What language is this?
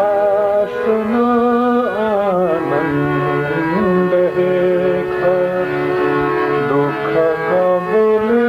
Newari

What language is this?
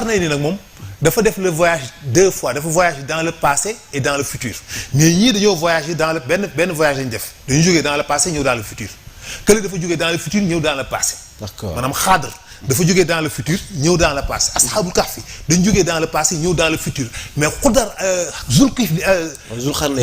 Wolof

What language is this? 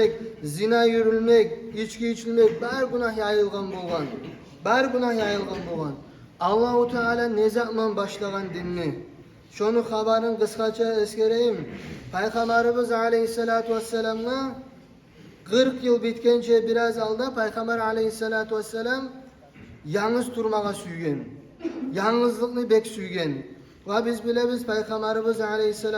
Kumyk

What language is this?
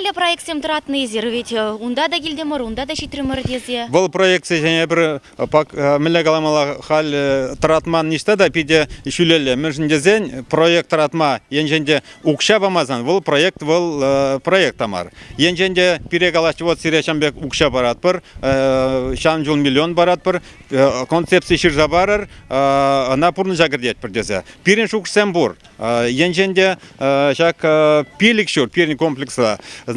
Chuvash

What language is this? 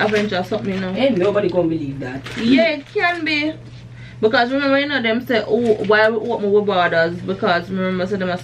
Jamaican Creole English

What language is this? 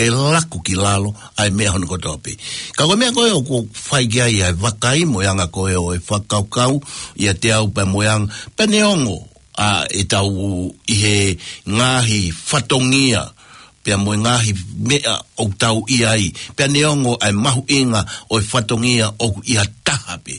Tongan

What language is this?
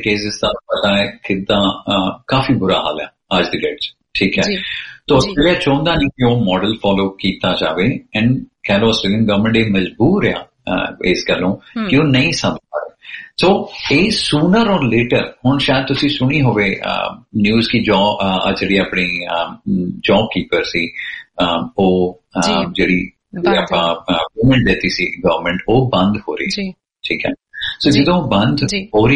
Punjabi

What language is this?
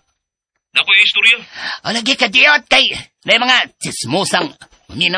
Cebuano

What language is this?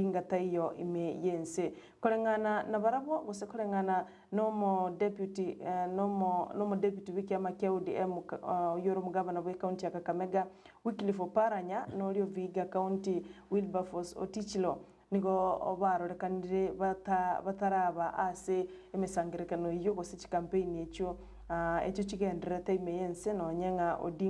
Gusii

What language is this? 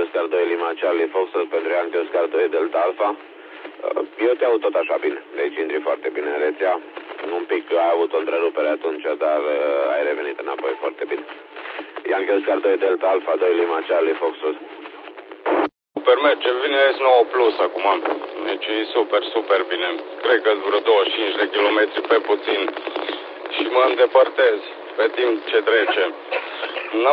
Romanian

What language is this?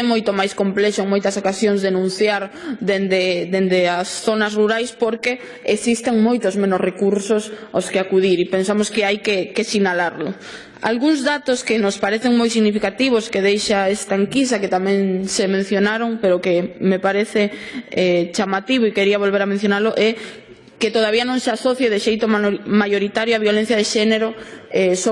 Galician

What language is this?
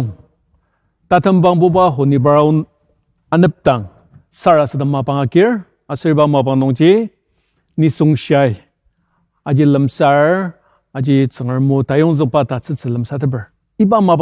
Ao Naga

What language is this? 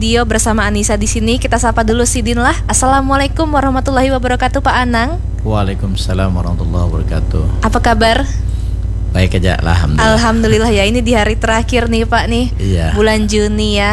Banjar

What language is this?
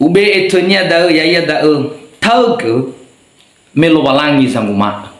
Nias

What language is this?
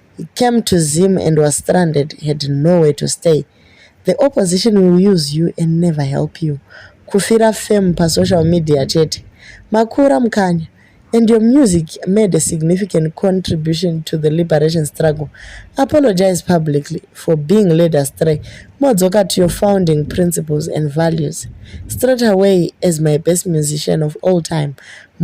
Shona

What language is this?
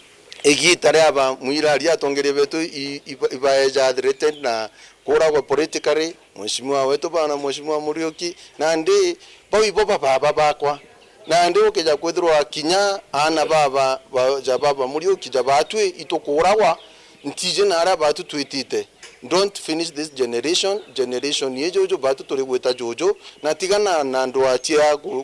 Meru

